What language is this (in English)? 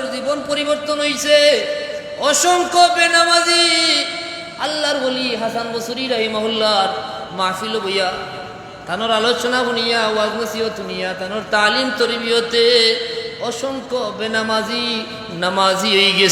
Sylheti